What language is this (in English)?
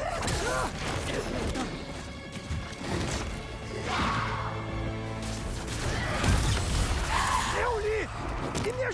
Portuguese